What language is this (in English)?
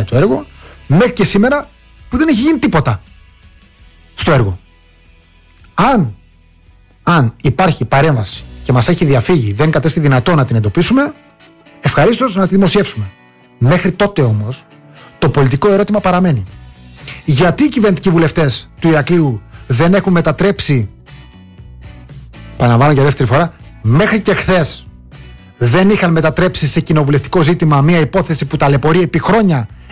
Greek